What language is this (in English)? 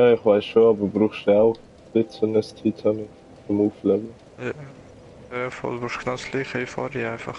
Swiss German